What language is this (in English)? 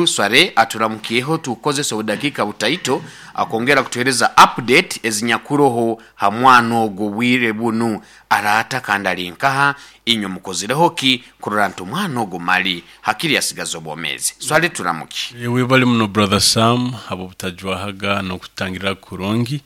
Nyoro